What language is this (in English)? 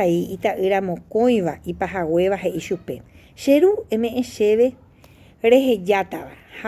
Guarani